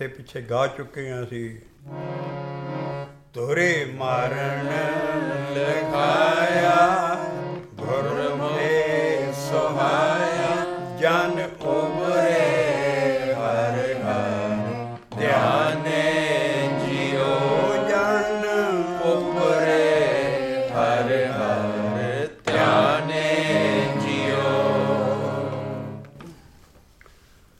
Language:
Punjabi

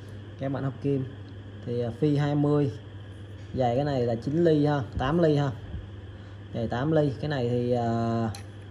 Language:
Vietnamese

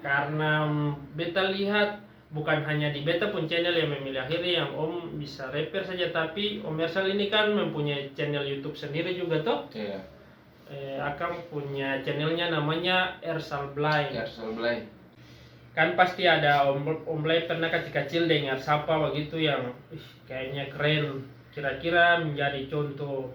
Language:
Ambonese Malay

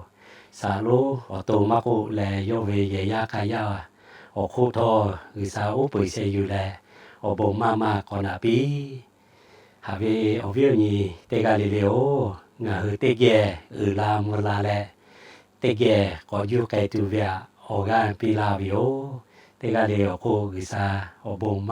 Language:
Lahu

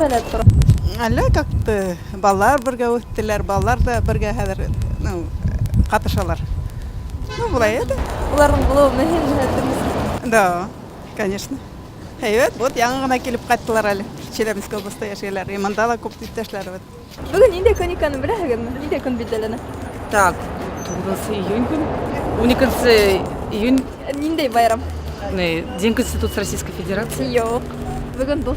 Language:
Bashkir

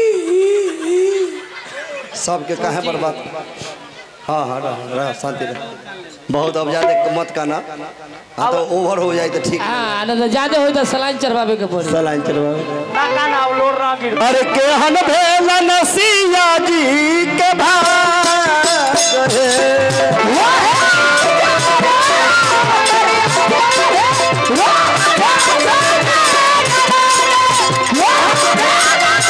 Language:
Bhojpuri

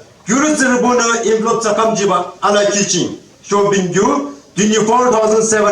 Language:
Yimchungru Naga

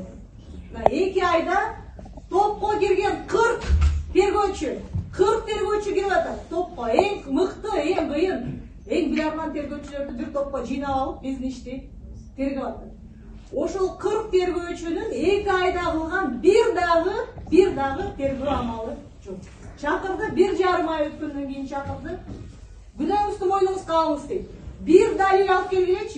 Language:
Kyrgyz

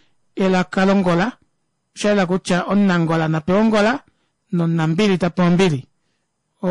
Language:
Kuanyama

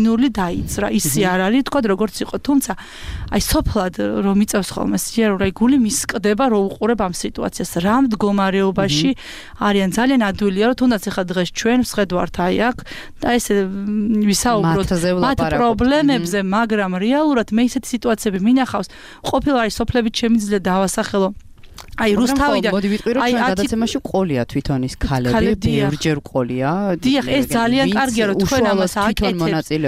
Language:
Georgian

